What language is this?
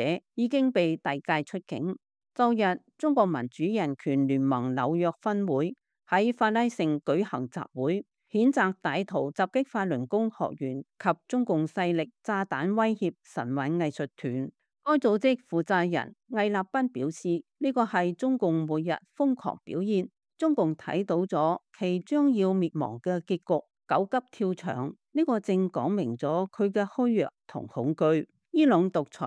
Cantonese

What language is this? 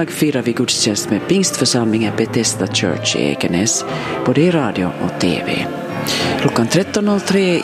Swedish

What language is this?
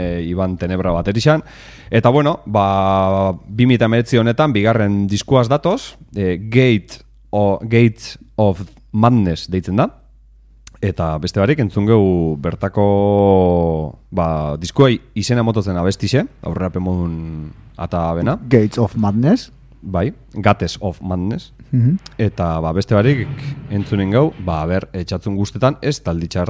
Basque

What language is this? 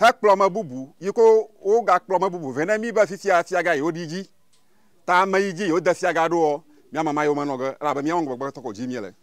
Ewe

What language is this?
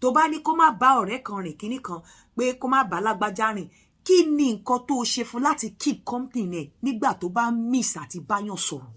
Yoruba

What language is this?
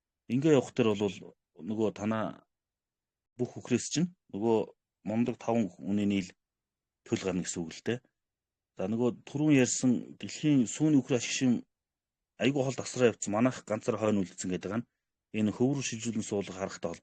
Mongolian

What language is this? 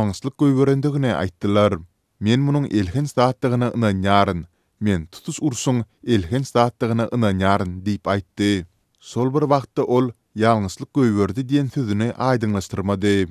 Turkmen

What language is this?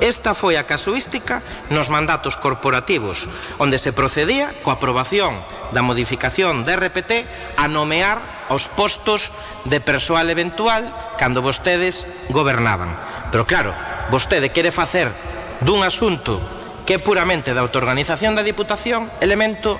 Galician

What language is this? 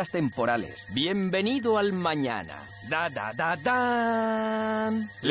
Spanish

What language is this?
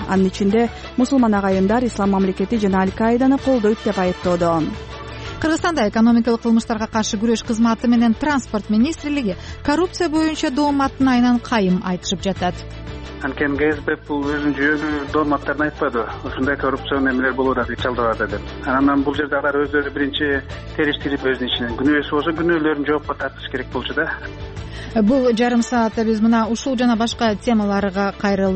Kyrgyz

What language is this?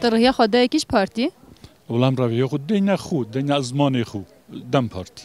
Kurdish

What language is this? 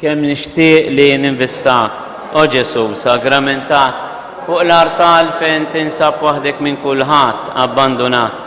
Maltese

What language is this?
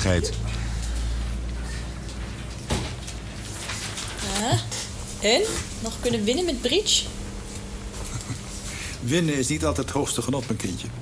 Dutch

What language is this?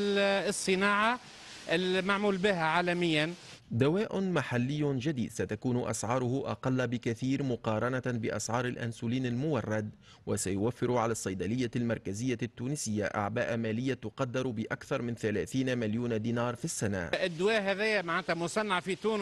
Tunisian Arabic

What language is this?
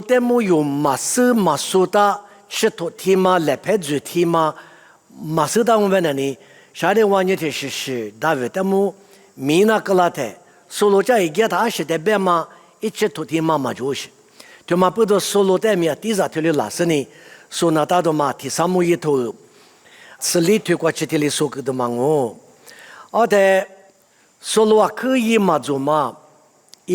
Lisu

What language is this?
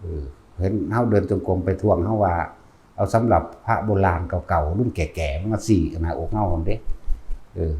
Northeastern Thai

